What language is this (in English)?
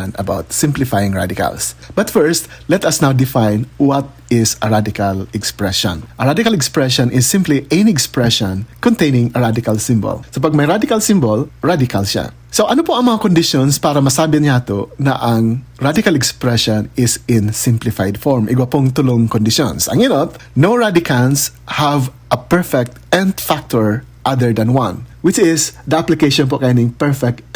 Bikol